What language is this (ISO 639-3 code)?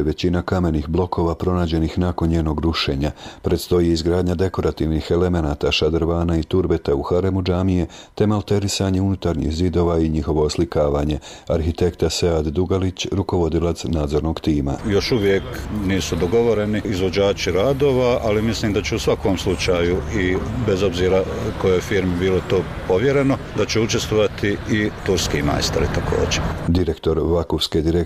bos